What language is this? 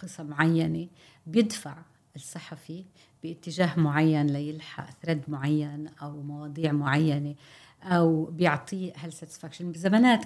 North Levantine Arabic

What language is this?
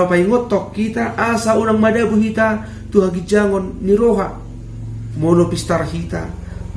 Batak Toba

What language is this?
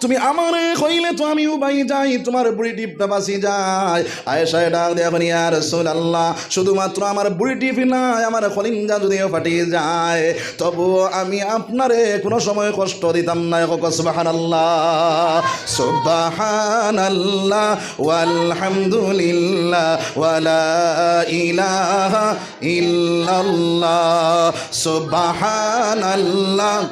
Sylheti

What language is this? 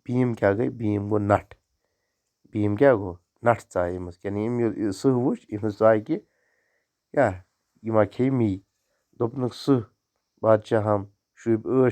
Kashmiri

